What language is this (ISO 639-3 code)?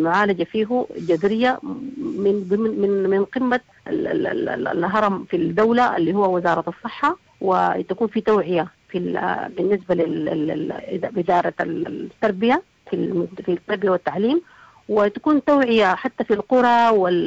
apd